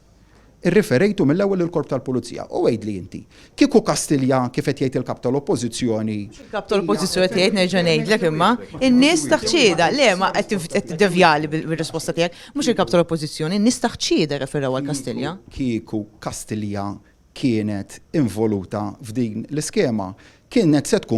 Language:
Maltese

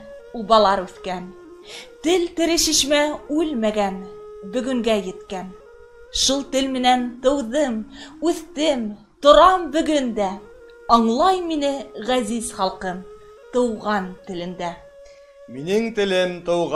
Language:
Bashkir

